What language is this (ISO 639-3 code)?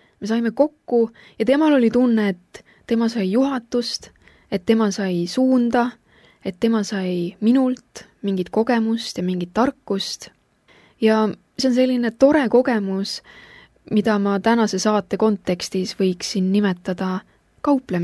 est